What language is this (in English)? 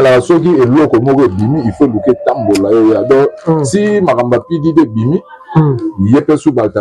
Lingala